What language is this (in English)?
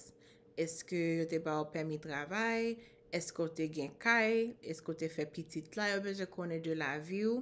Haitian Creole